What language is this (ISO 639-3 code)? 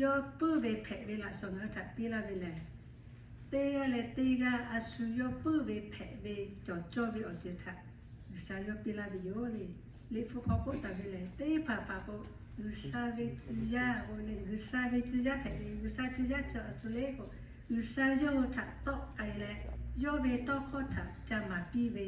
lhu